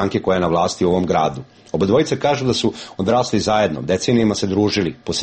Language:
Serbian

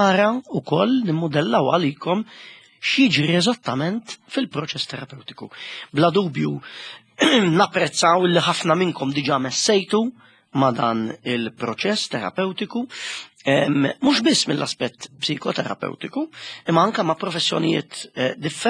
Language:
Maltese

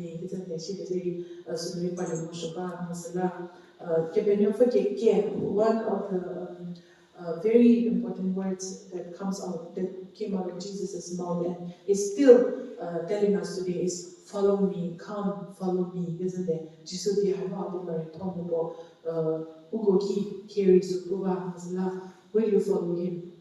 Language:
Angami Naga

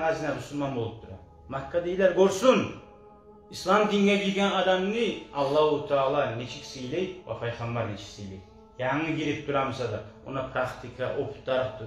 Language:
Kumyk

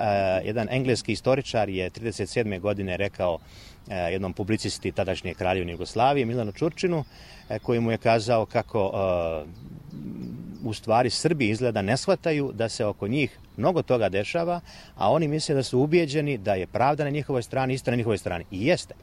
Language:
Bosnian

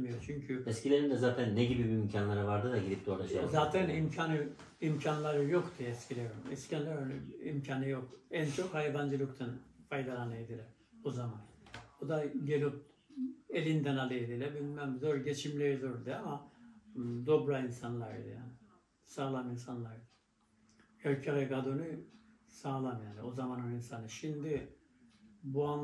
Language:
Turkish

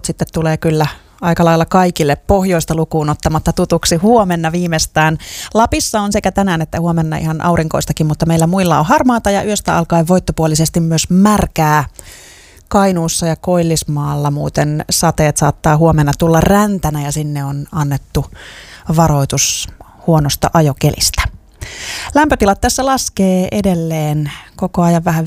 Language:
Finnish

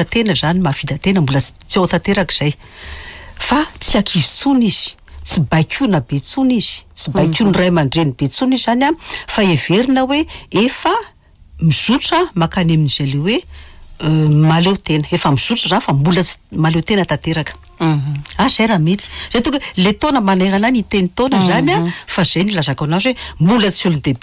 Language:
Malagasy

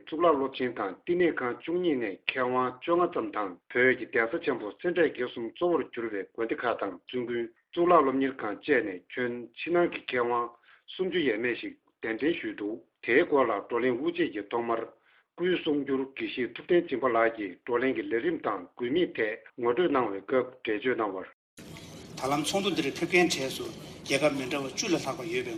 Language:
Tibetan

